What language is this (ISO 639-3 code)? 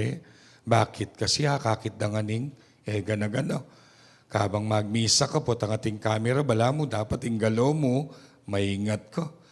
pam